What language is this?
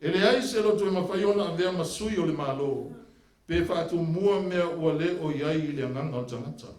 Samoan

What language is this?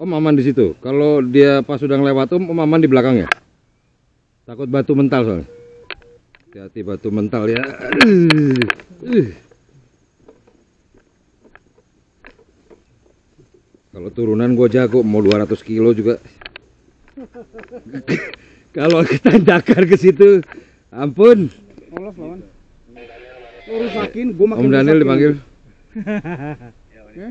Indonesian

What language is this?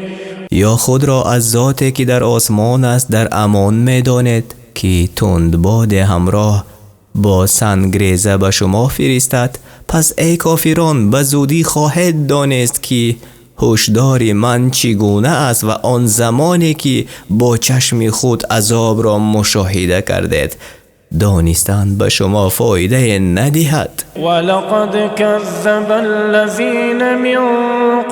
Tajik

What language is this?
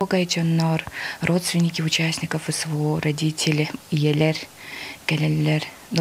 Yakut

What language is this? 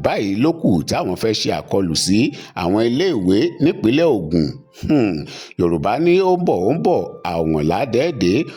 Yoruba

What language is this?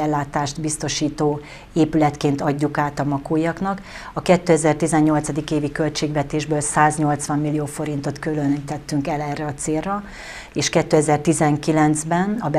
Hungarian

